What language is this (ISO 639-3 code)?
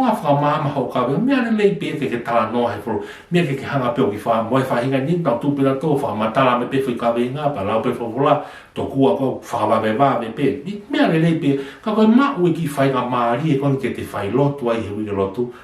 ton